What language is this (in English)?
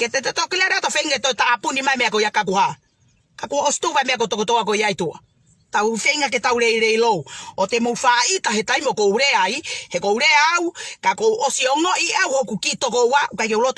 Tongan